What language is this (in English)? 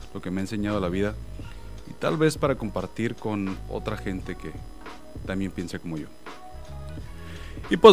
Spanish